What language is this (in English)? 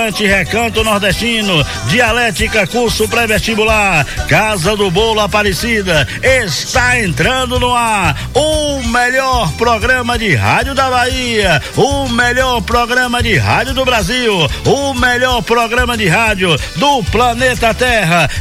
Portuguese